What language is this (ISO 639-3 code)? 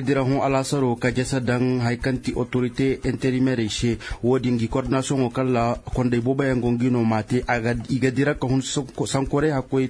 dje